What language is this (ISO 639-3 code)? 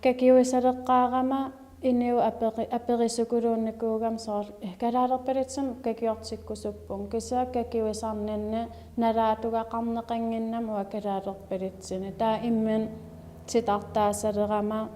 kal